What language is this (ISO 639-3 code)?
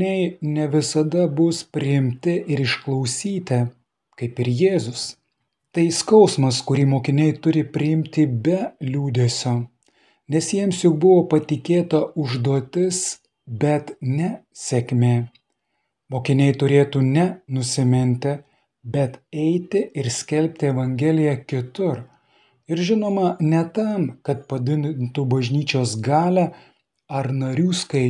lit